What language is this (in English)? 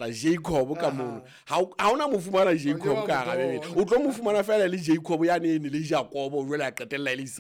Southern Sotho